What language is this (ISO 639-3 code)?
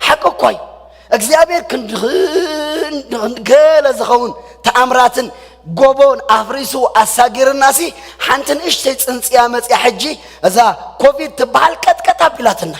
tir